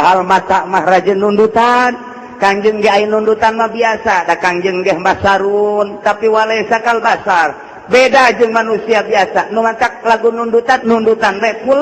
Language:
Sundanese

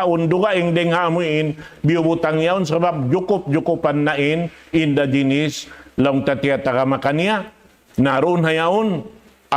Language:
Tausug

